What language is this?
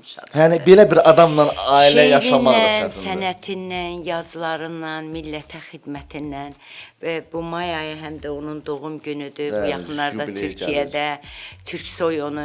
Azerbaijani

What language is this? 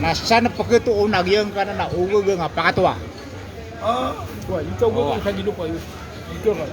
Maranao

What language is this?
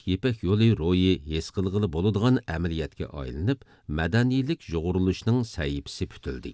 Uyghur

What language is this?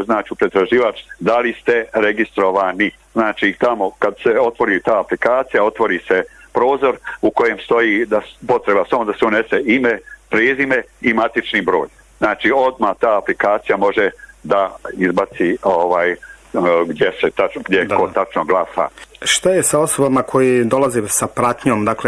Bosnian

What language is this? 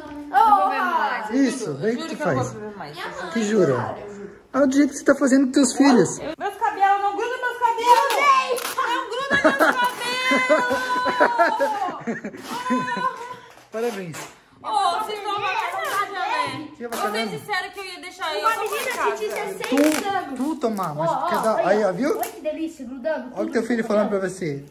Portuguese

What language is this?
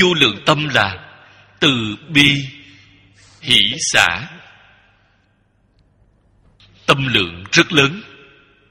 Vietnamese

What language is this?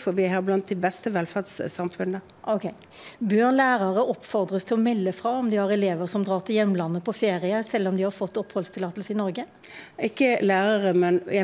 Norwegian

